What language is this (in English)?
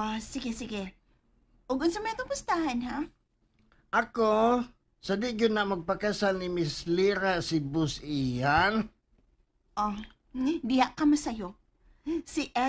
Cebuano